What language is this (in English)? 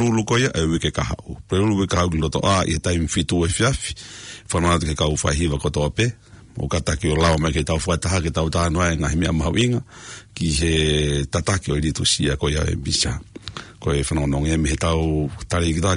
Tongan